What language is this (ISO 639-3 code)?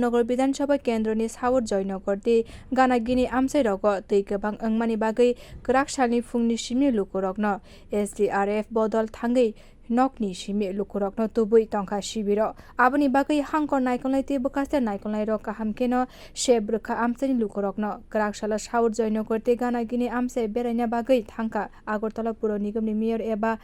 trp